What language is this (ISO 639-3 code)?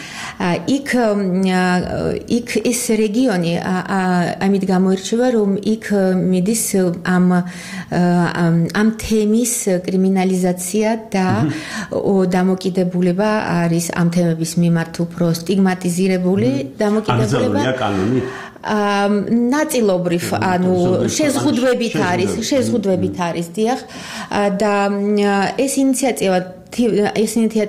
kat